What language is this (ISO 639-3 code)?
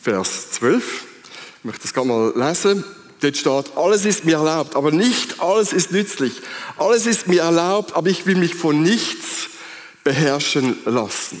gsw